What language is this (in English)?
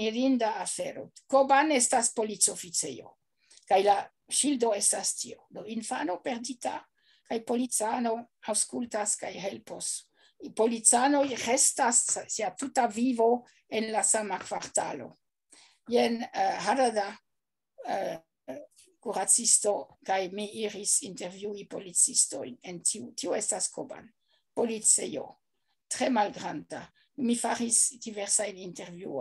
Esperanto